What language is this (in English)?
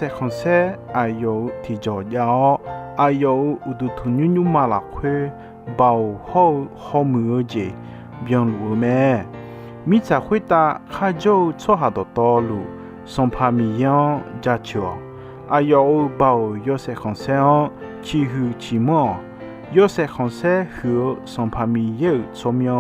Akha